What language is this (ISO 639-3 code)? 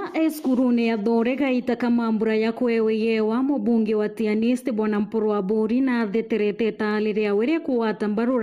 mer